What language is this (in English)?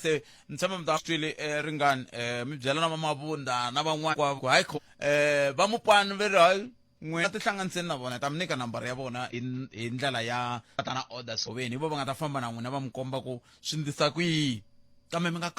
Tsonga